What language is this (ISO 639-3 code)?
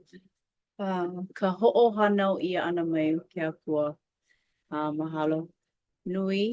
haw